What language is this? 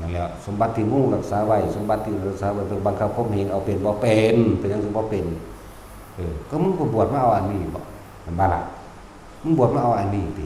Northeastern Thai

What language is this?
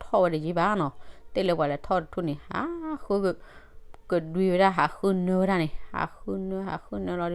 S'gaw Karen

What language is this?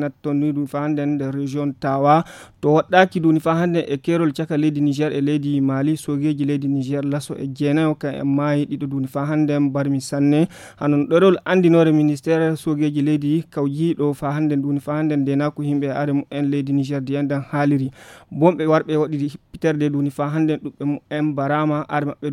Fula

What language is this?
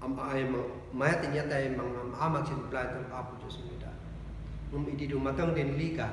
Kankanaey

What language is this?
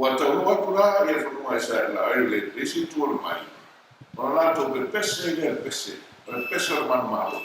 Samoan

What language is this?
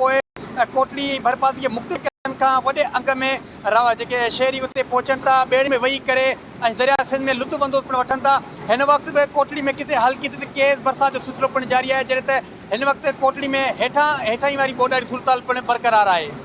Sindhi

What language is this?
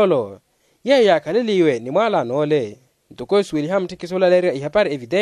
Makhuwa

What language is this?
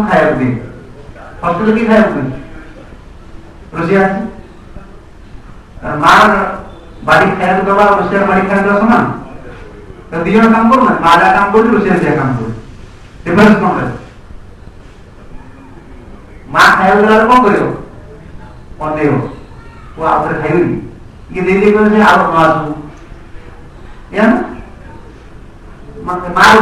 Odia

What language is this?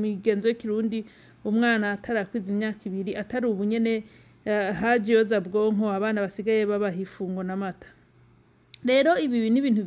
Rundi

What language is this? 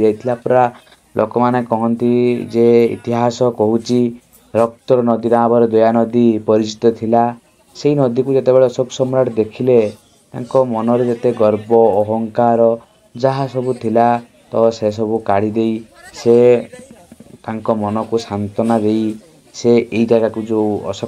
Odia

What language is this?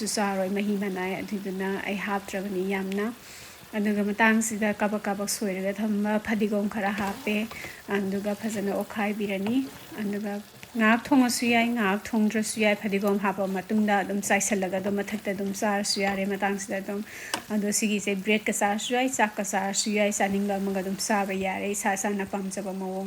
Manipuri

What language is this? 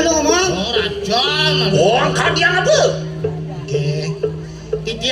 Balinese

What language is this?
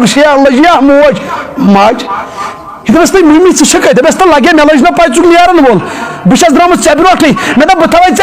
Kashmiri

